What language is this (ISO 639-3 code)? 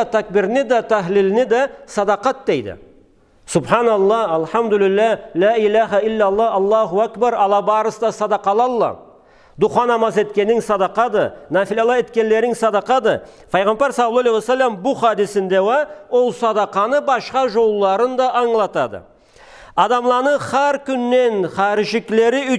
krc